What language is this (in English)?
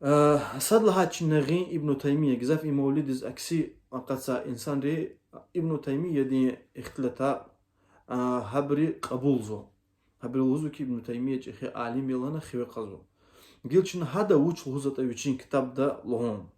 Lezghian